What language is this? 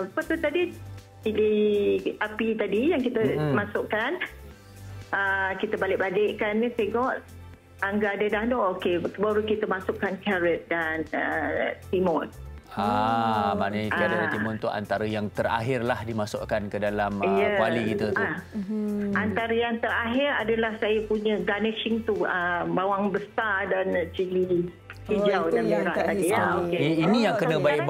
Malay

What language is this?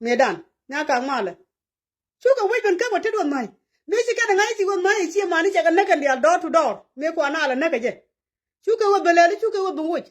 Nuer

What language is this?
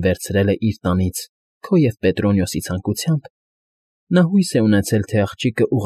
Armenian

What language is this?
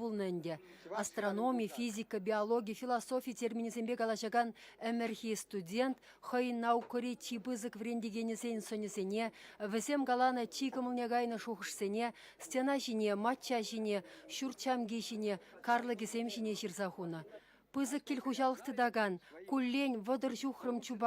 Chuvash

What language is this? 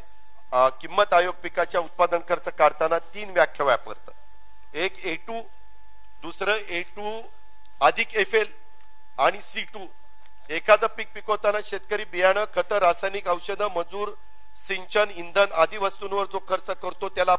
Marathi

